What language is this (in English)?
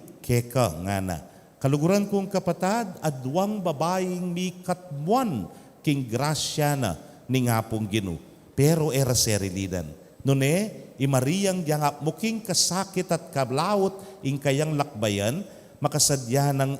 Pampanga